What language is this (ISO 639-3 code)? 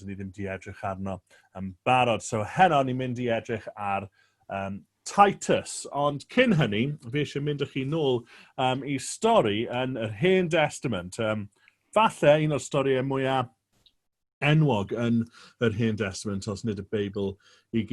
cym